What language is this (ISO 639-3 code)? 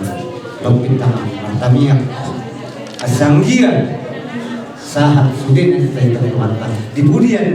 bbc